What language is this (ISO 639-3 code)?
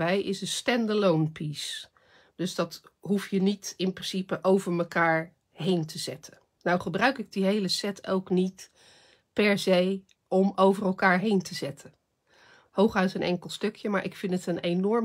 nld